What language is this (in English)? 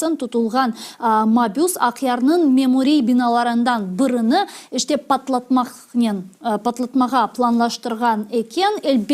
Crimean Tatar